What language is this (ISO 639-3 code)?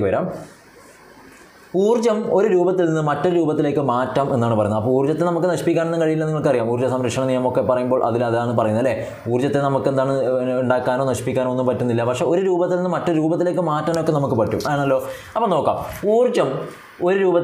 mal